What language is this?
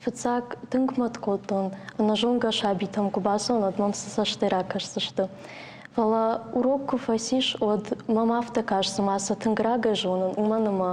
Ossetic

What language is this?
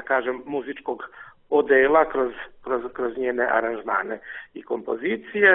Serbian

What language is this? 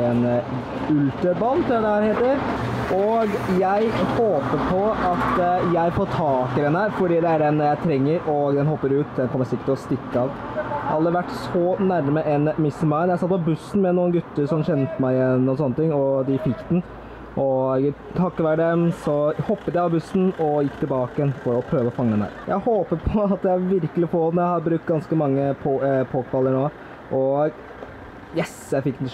Norwegian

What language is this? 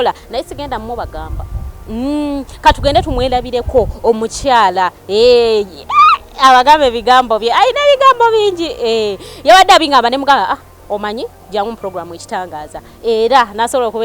Ganda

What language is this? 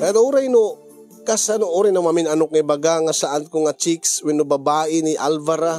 Iloko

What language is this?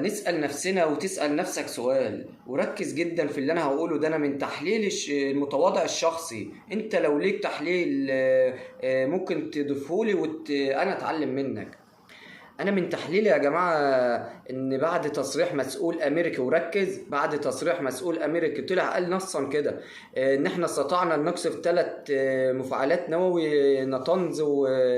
Egyptian Arabic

